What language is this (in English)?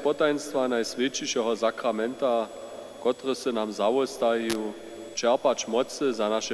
Upper Sorbian